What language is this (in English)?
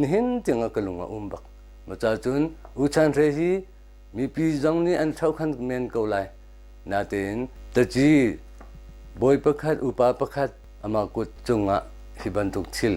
Hakha Chin